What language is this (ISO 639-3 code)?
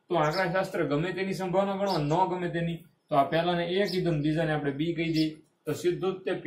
guj